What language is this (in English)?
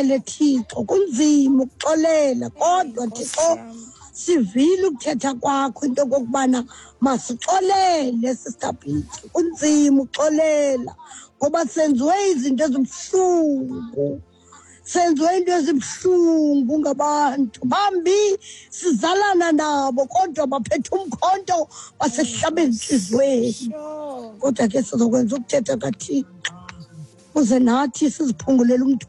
Xhosa